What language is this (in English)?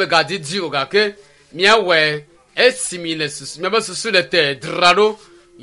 Ewe